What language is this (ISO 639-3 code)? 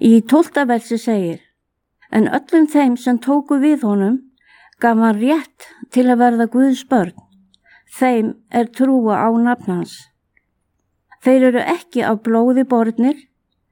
isl